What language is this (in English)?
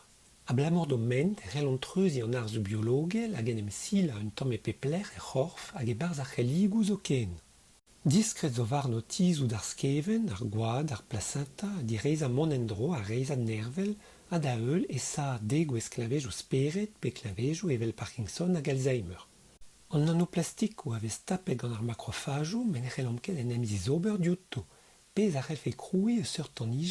Breton